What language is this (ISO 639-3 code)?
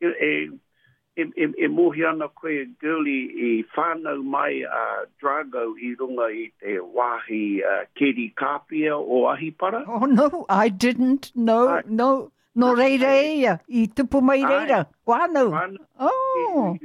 mri